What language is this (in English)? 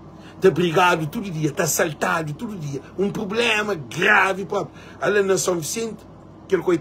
Kabuverdianu